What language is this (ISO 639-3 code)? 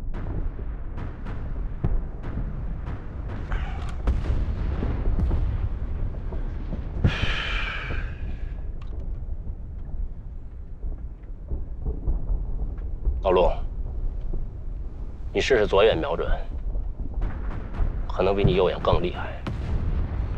zho